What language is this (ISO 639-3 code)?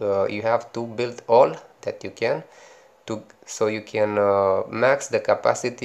eng